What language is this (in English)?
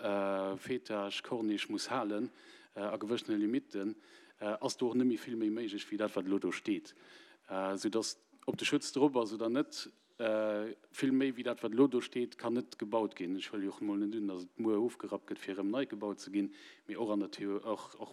Luxembourgish